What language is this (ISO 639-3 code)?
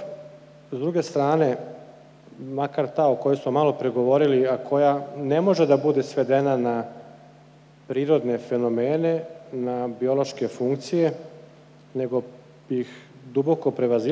srp